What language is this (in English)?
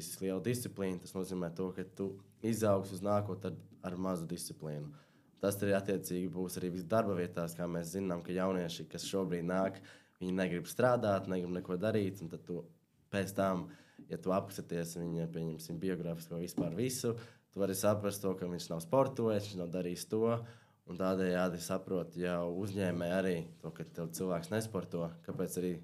Latvian